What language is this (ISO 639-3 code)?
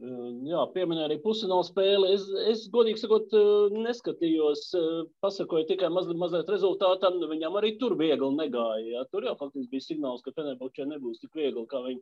lav